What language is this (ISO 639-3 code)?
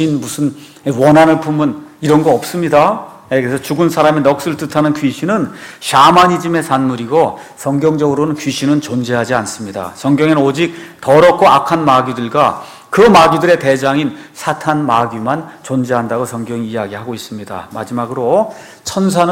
kor